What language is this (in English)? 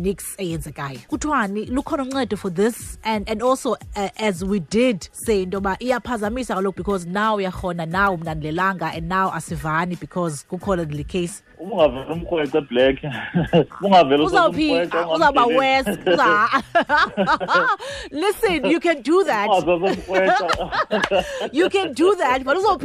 Xhosa